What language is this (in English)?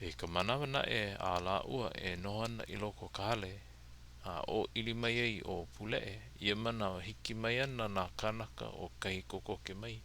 Hawaiian